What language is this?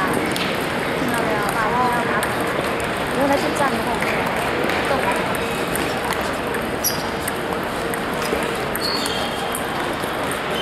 Chinese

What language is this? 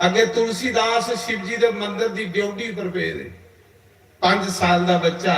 Dogri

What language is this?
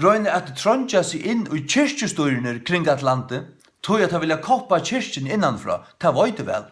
Faroese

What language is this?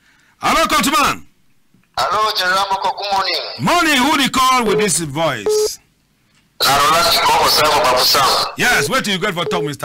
Cameroon Pidgin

